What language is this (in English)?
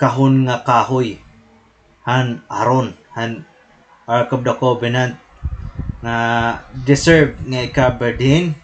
Waray